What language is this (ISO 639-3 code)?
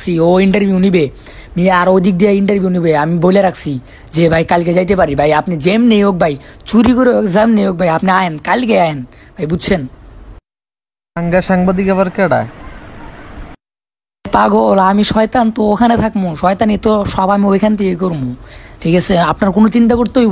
ben